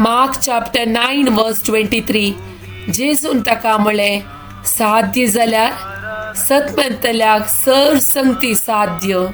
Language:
Konkani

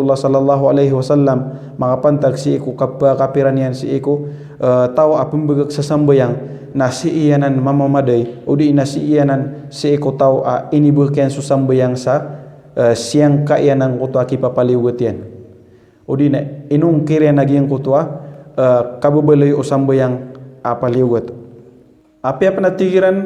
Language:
Maranao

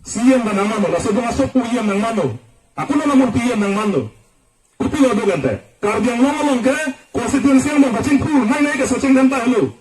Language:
Karbi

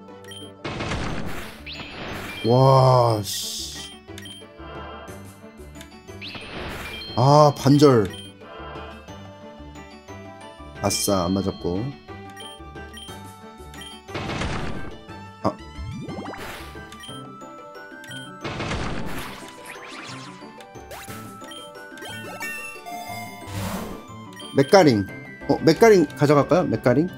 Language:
Korean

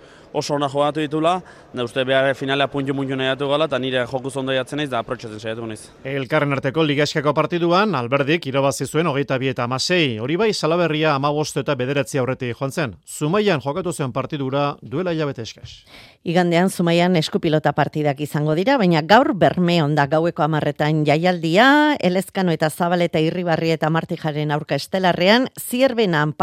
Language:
Basque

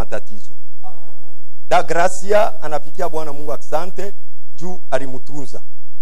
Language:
Swahili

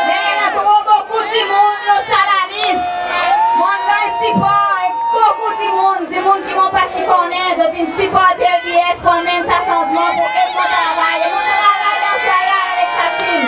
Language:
Seselwa Creole French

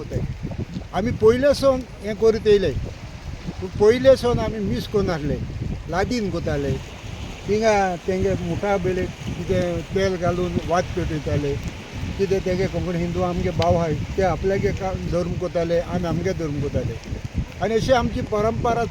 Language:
Konkani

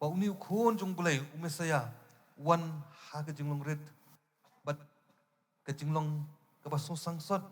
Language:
Khasi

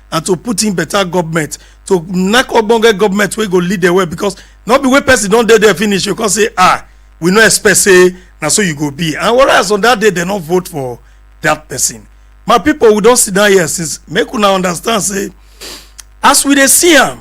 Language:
Nigerian Pidgin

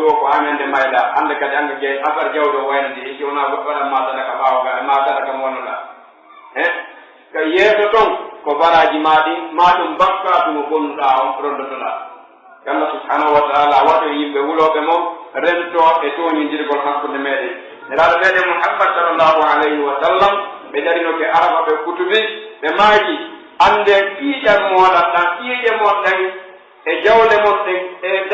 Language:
Pular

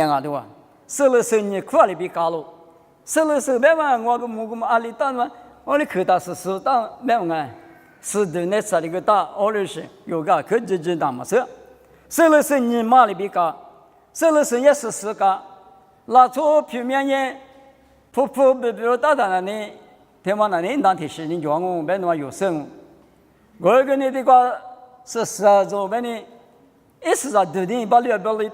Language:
Lisu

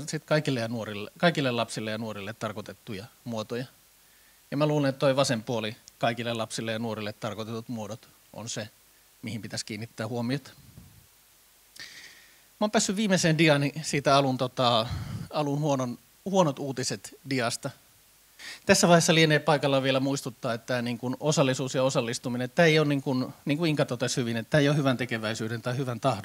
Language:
Finnish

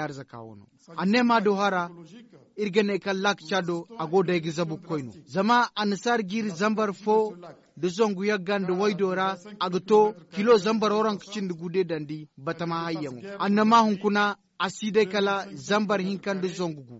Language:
Zarma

